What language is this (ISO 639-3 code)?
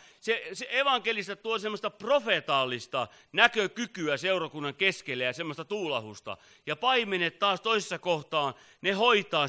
fin